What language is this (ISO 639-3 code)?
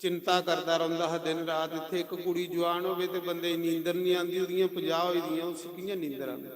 doi